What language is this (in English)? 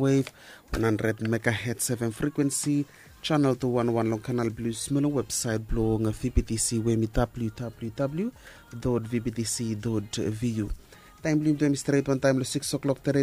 Bislama